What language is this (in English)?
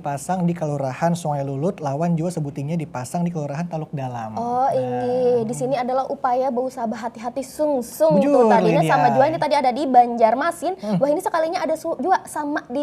Banjar